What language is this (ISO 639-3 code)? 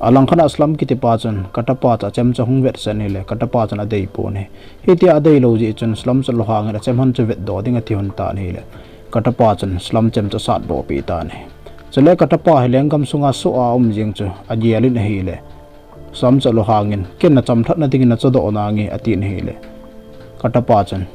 tcz